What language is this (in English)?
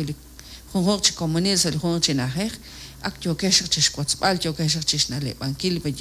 Kekchí